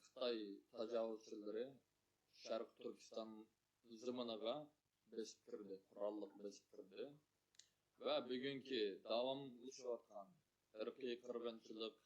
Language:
Uyghur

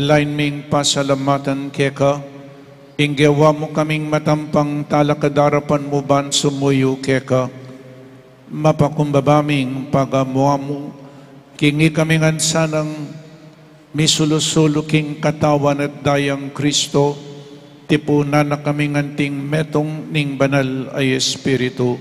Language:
Pampanga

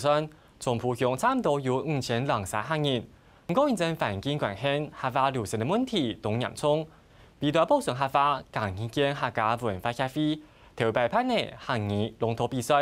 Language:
Hakka Chinese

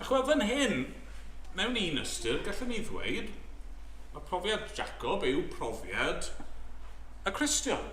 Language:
Welsh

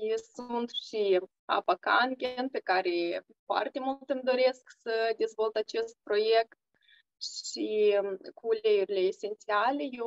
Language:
Romanian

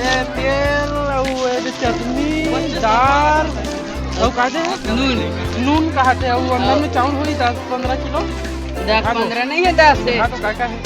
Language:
Chhattisgarhi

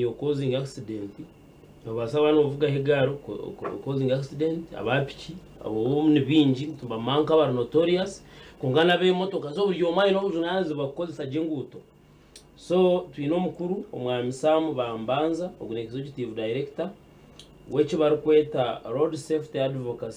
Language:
Nyankole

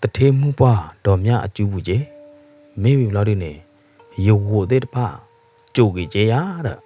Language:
S'gaw Karen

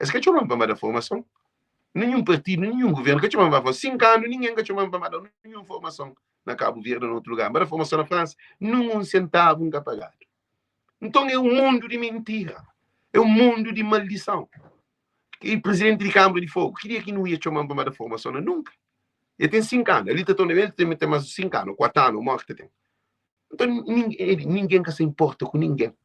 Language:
Kabuverdianu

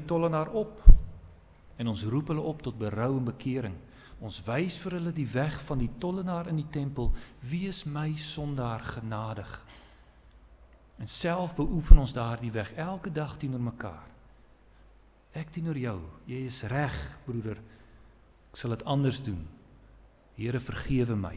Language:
Afrikaans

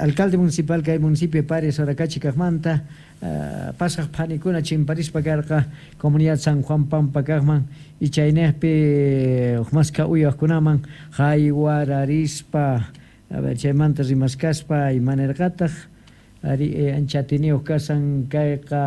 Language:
Quechua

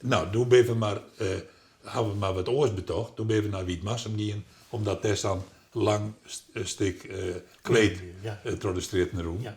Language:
Western Frisian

